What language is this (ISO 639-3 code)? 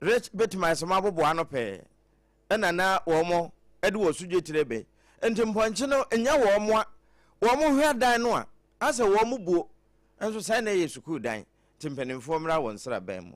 aka